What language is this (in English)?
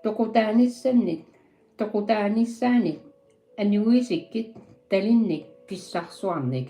Kalaallisut